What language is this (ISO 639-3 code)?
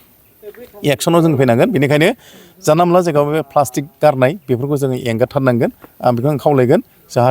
brx